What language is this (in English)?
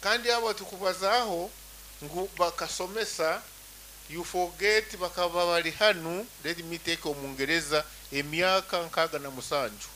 Nyankole